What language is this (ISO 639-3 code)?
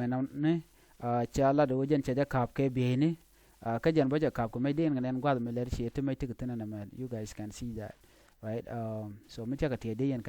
nus